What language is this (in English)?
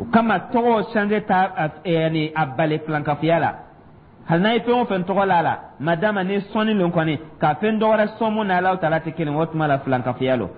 Dyula